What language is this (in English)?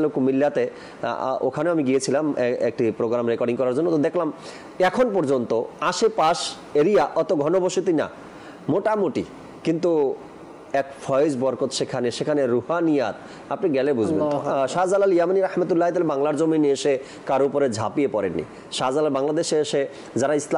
Bangla